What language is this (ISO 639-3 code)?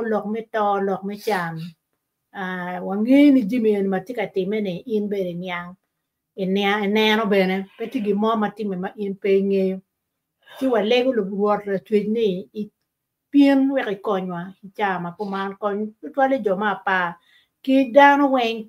ach